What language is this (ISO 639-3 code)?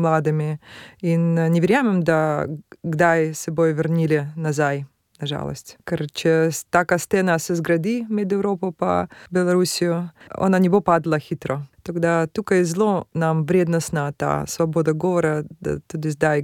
slv